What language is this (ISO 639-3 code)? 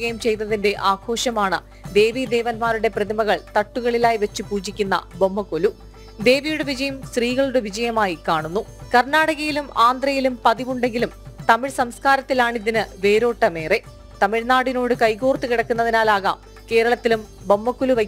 mal